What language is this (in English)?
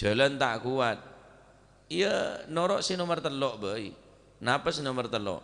Madurese